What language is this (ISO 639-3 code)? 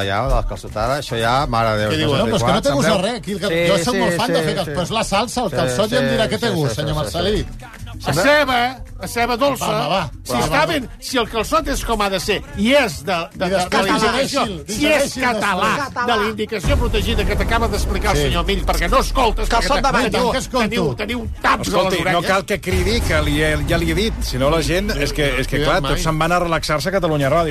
cat